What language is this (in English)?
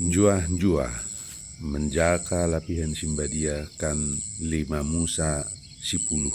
Batak Dairi